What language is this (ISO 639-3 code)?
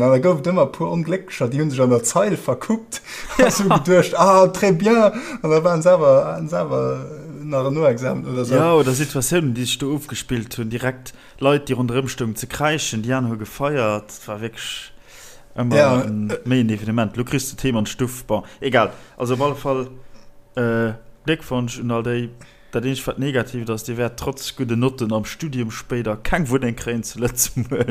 ltz